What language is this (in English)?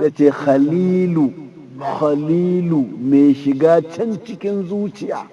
Hausa